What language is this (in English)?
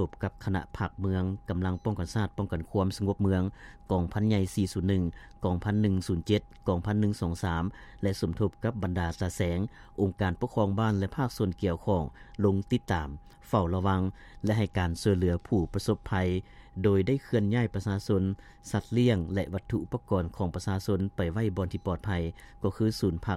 Lao